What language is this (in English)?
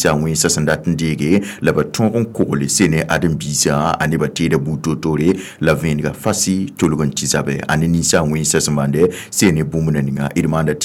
Mossi